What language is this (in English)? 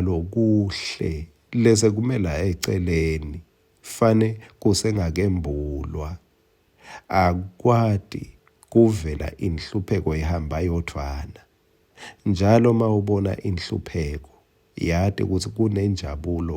Swati